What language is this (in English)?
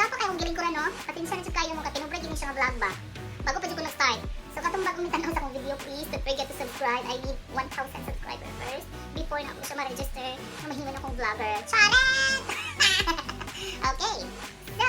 Cebuano